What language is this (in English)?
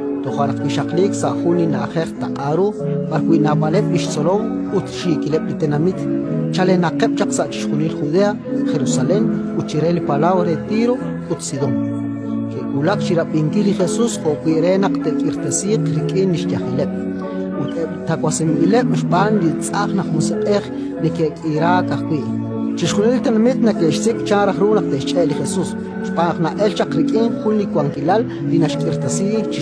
Kekchí